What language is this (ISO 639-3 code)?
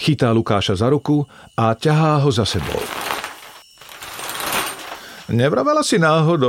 slk